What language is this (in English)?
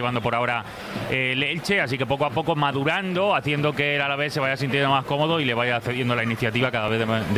Spanish